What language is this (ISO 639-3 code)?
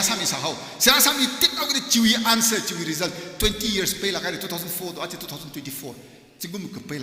nmf